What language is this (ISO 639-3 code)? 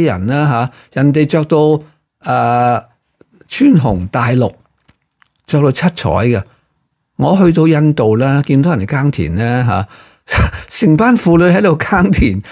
yue